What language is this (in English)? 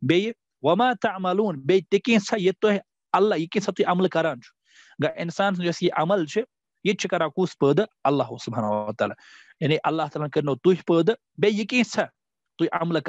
Kashmiri